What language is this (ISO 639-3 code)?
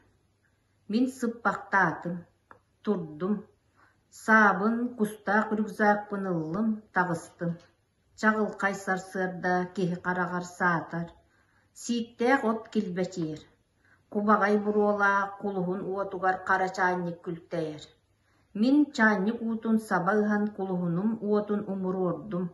sah